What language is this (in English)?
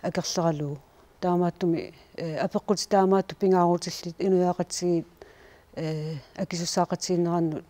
Kalaallisut